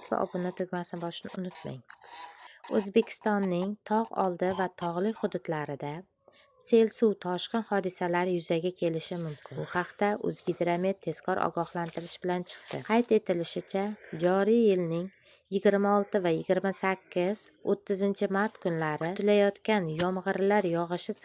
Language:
Uzbek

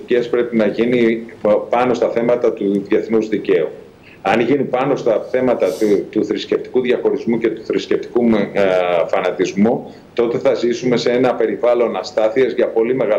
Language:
Greek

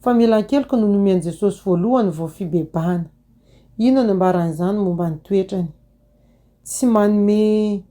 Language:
Malagasy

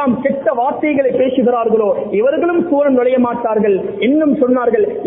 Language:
Tamil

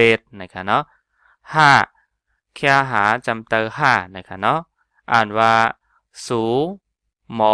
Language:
Shan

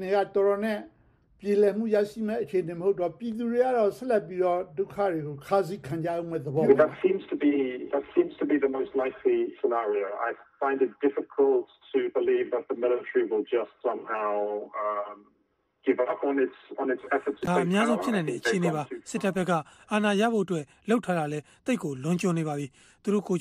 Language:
Burmese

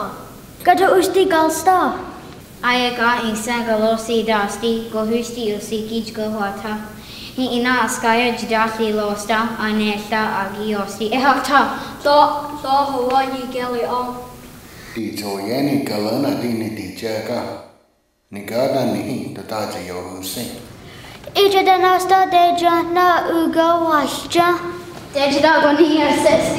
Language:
Cherokee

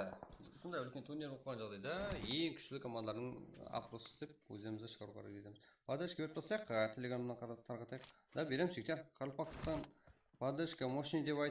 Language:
Kara-Kalpak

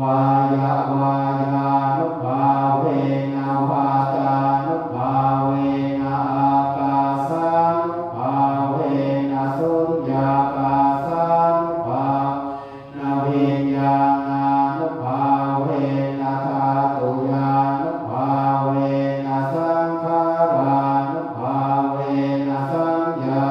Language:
Pali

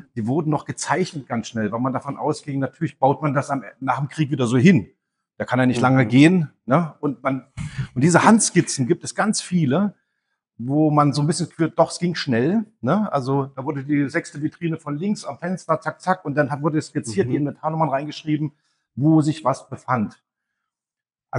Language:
German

